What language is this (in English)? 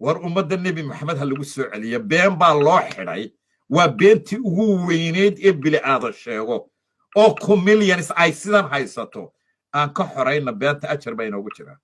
Somali